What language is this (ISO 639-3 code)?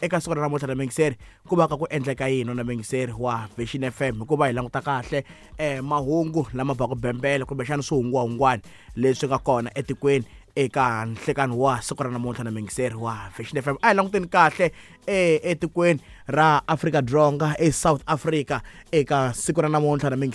tso